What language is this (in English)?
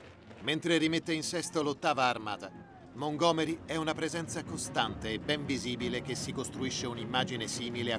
Italian